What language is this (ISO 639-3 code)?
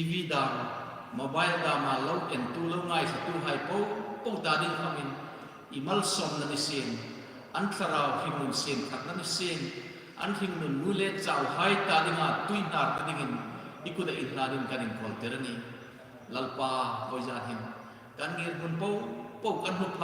hmr